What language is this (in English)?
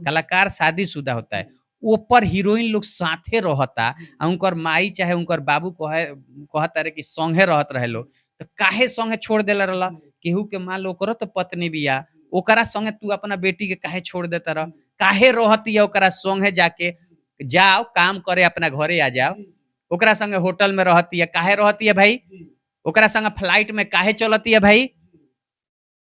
Bhojpuri